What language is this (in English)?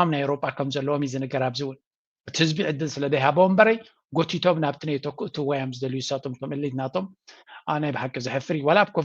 Tigrinya